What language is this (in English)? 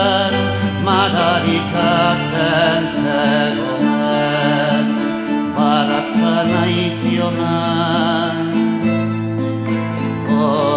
Basque